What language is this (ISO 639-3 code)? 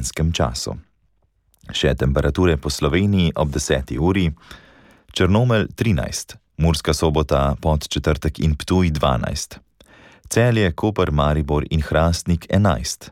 slv